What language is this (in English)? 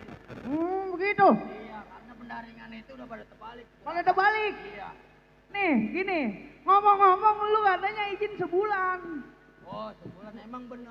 Betawi